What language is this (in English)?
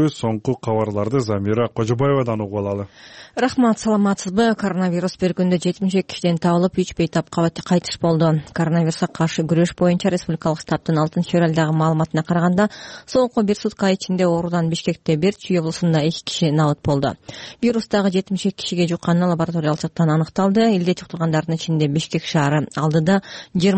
Kyrgyz